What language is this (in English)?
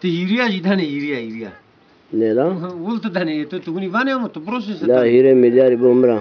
Zaza